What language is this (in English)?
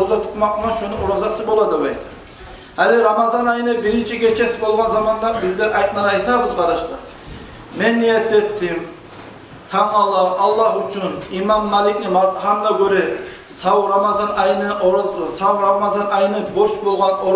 Kumyk